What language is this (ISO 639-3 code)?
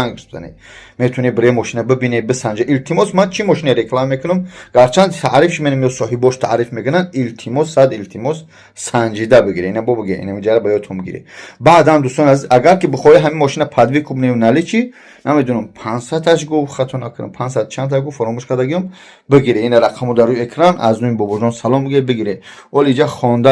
tgk